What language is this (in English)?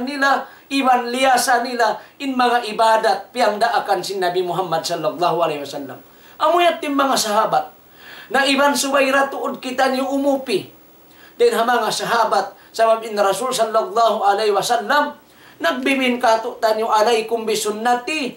Tausug